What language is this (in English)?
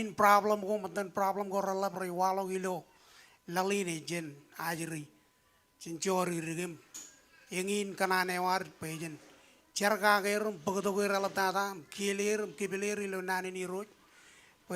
Marshallese